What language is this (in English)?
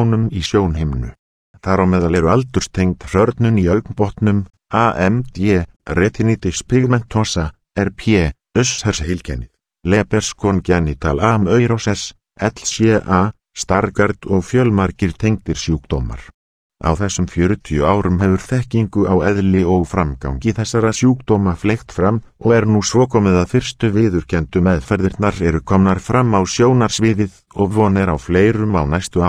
Icelandic